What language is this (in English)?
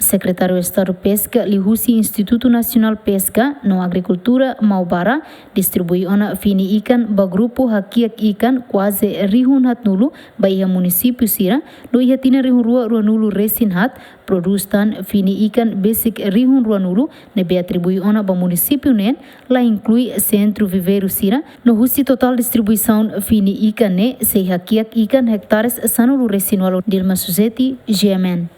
Tetum